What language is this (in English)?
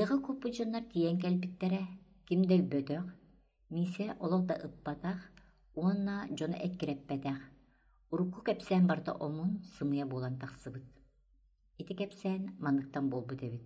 Yakut